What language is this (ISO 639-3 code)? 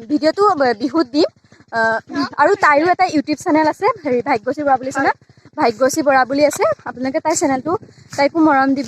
asm